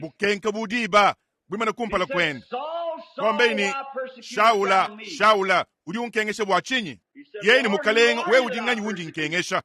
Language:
Luba-Lulua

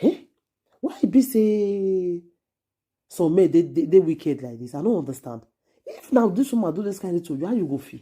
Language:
Nigerian Pidgin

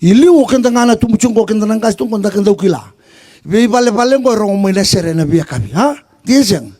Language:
Fijian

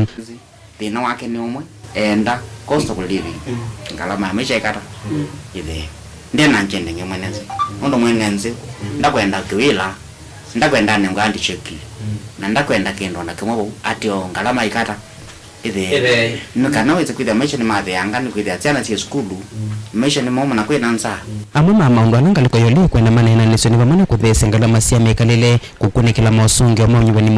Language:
Kamba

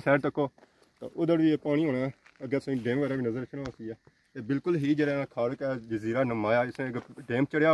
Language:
Pahari-Potwari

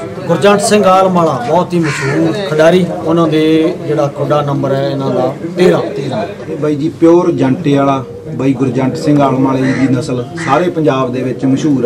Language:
Punjabi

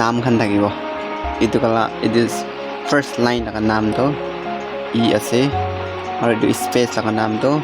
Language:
Naga Pidgin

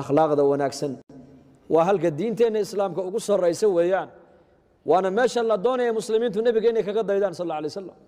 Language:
Somali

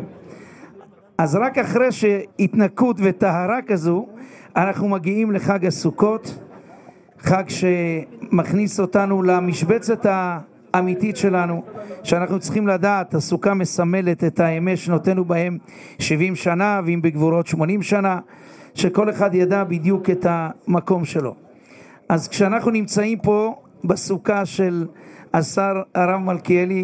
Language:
Hebrew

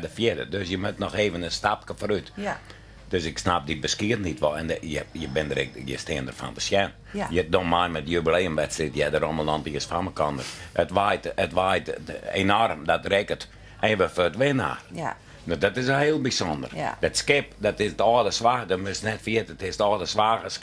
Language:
Western Frisian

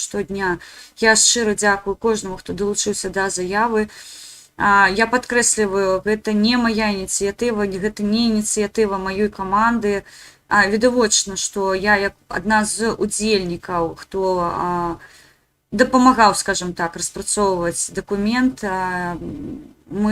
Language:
Belarusian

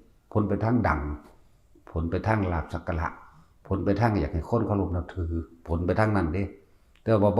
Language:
Northeastern Thai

